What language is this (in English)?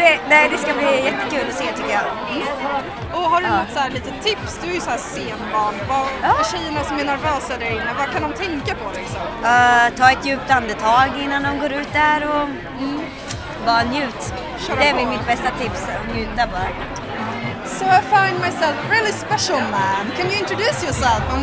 Swedish